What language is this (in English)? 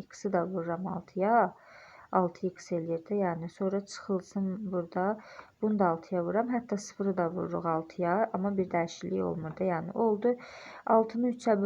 Azerbaijani